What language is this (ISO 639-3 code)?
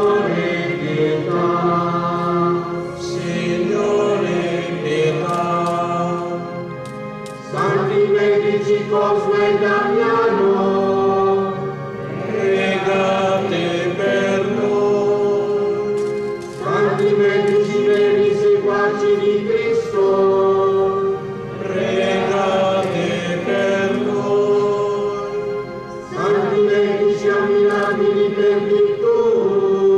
ita